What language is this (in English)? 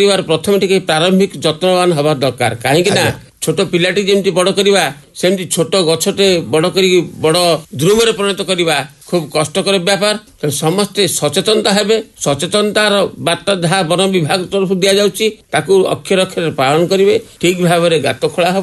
Odia